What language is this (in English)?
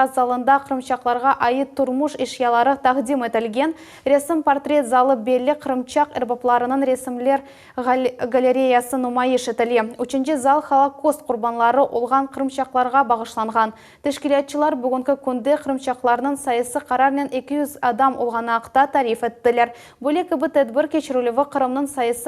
Crimean Tatar